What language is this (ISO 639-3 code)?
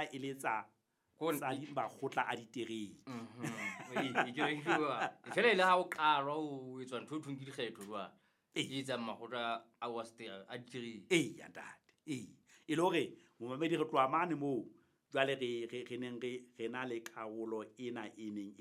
sot